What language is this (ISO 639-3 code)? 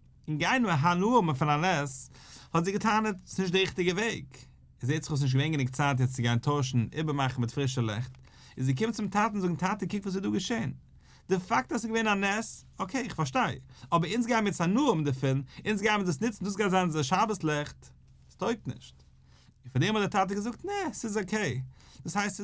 yid